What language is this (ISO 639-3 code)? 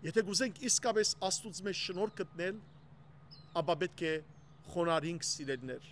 hyw